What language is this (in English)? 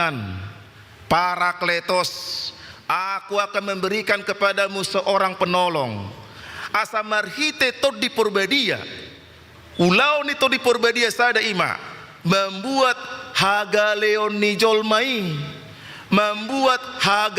Batak Toba